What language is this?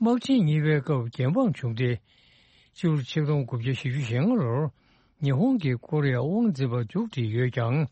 Tibetan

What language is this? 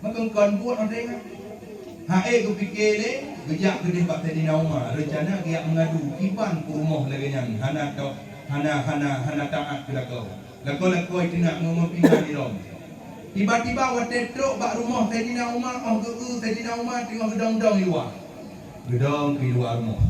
Achinese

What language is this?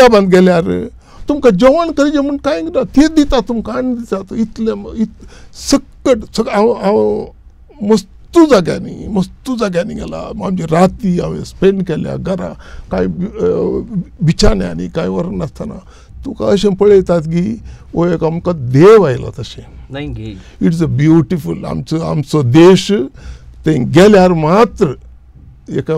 Konkani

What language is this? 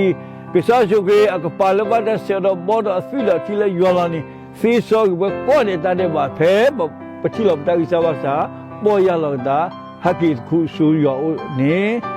S'gaw Karen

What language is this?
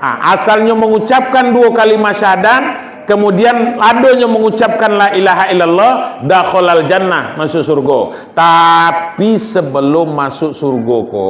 Minangkabau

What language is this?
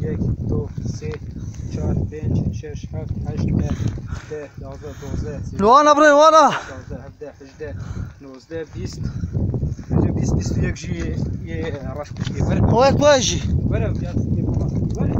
Kurdish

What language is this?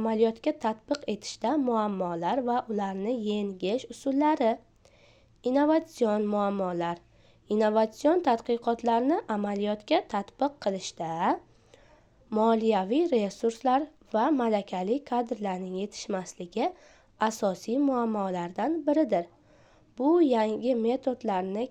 Uzbek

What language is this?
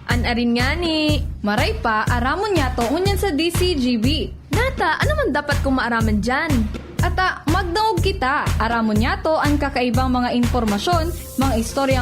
Bikol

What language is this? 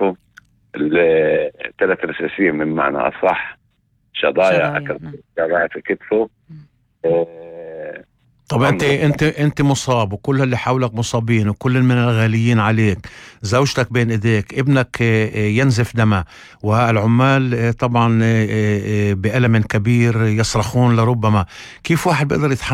North Levantine Arabic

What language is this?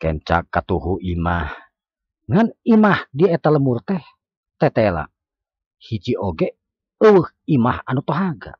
Sundanese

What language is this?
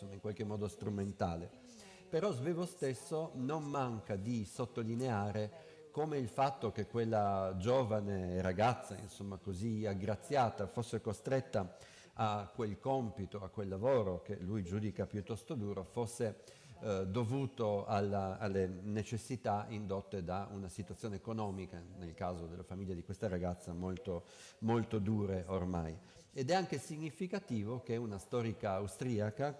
Italian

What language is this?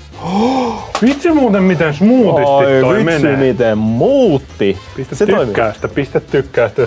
Finnish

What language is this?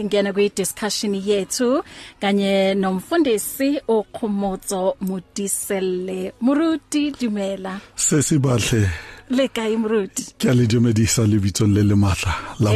English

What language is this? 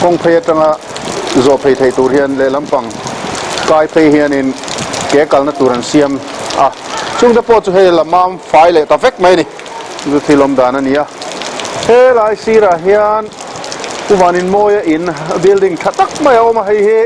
Mizo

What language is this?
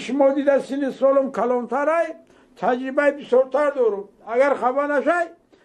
Tajik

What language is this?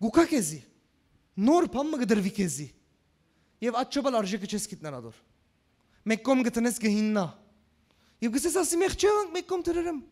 Western Armenian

